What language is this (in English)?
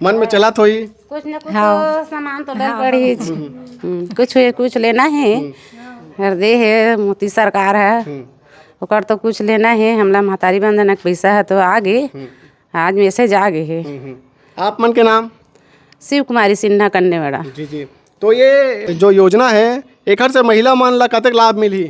Chhattisgarhi